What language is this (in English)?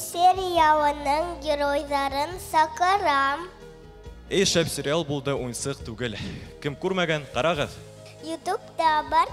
Bashkir